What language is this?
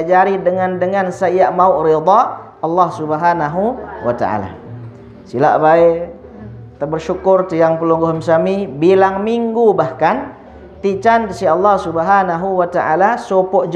Sasak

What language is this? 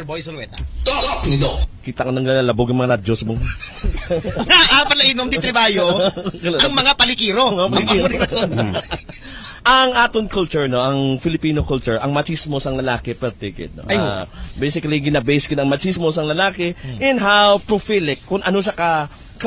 Hiligaynon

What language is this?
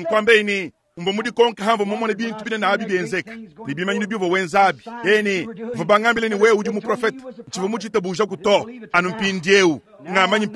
Luba-Lulua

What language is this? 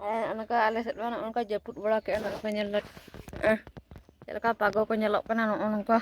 Santali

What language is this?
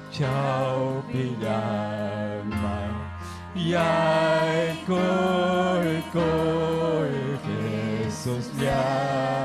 Ayacucho Quechua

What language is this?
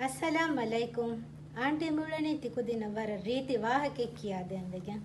Divehi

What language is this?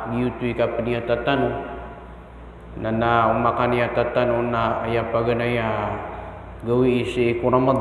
Maranao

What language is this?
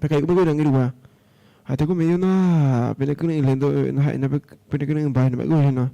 Guarani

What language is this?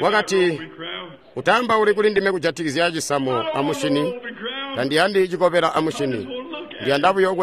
Tonga (Zambia)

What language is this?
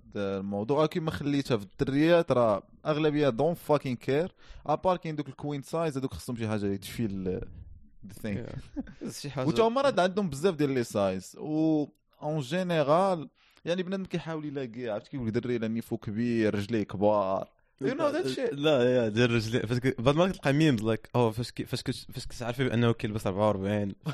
Moroccan Arabic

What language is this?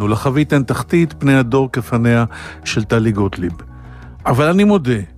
Hebrew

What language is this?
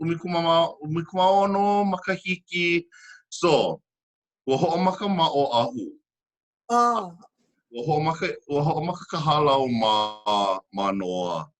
Hawaiian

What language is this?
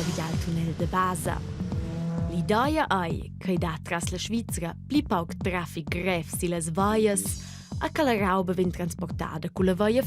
Romansh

